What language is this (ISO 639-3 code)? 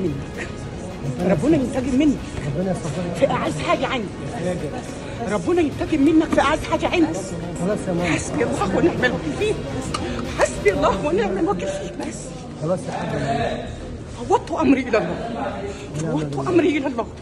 arz